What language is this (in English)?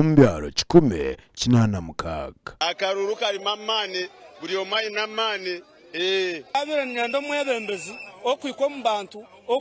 Nyankole